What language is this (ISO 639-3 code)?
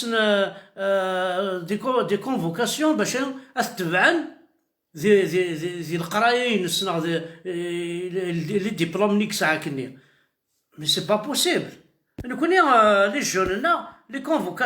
kab